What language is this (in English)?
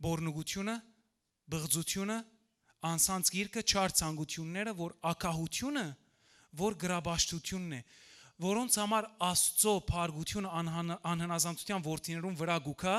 Western Armenian